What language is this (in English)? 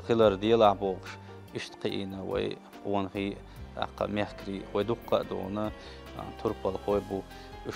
Chechen